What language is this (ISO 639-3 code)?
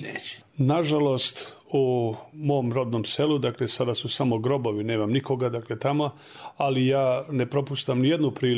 srp